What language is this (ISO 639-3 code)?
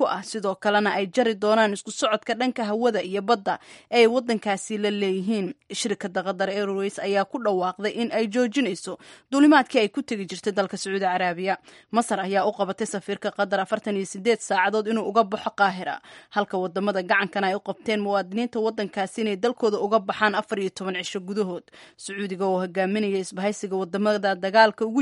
som